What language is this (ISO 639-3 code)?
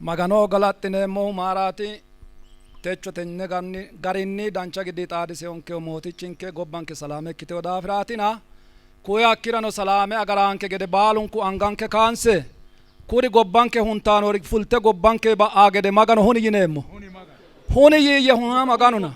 sid